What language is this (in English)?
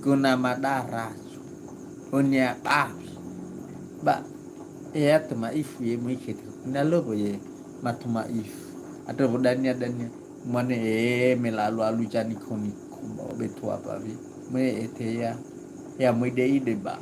Nias